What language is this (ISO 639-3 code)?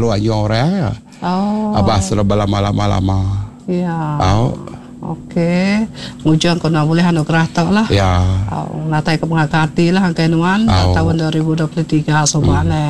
iba